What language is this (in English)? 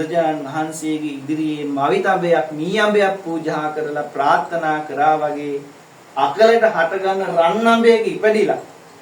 Sinhala